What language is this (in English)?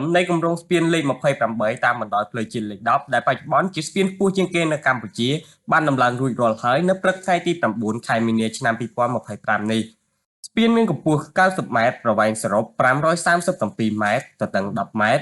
Khmer